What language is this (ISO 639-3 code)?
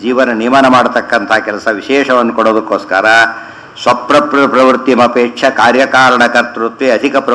kan